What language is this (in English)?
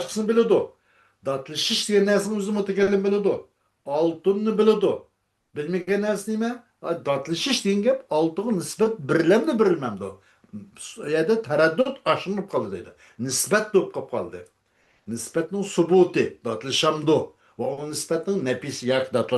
Uyghur